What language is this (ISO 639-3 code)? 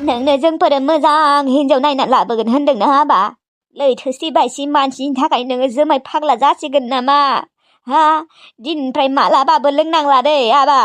brx